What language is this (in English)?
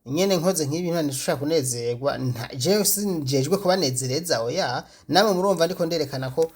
Rundi